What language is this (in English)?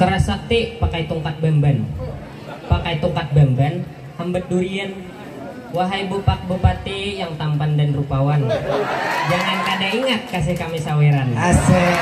Banjar